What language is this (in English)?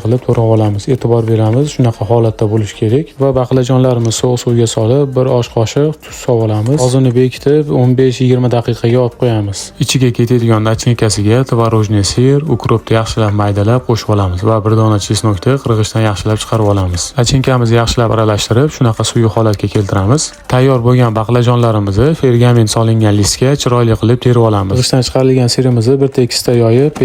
Uzbek